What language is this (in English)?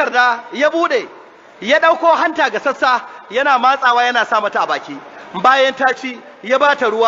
Hausa